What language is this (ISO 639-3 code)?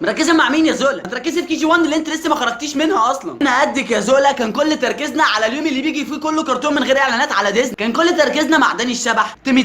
arz